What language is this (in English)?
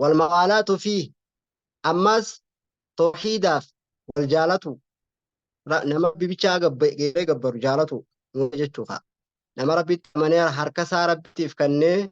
Oromo